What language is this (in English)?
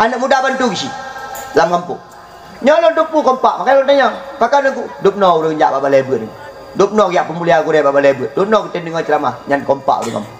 Achinese